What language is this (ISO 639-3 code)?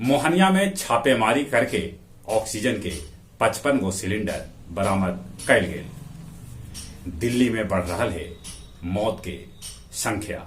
mag